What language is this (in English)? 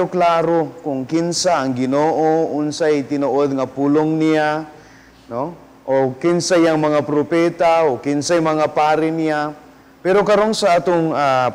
Cebuano